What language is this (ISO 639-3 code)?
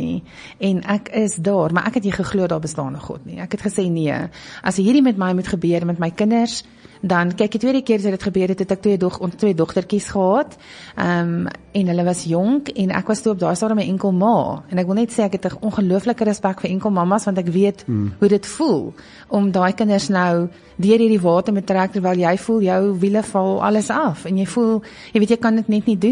afr